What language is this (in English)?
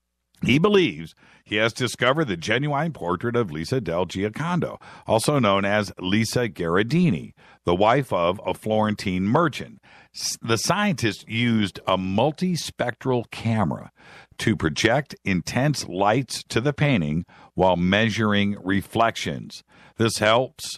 English